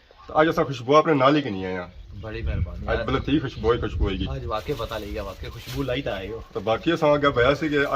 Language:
Pahari-Potwari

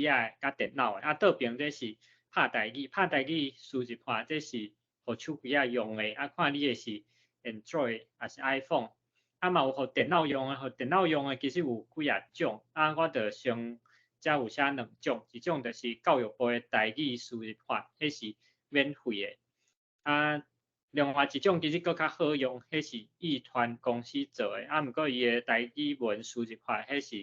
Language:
Min Nan Chinese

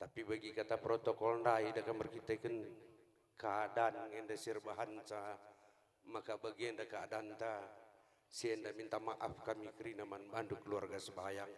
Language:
Batak Karo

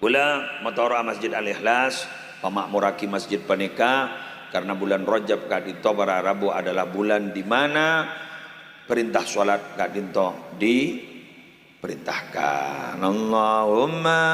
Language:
Madurese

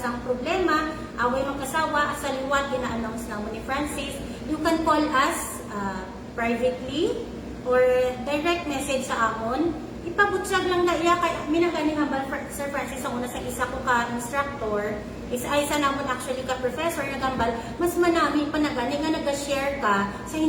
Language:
Hiligaynon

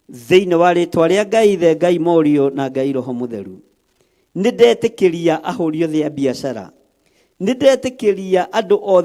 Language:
Kikuyu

